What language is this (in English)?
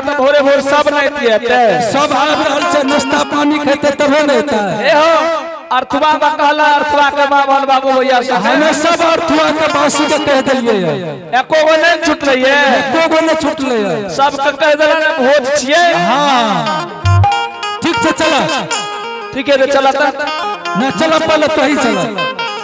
Angika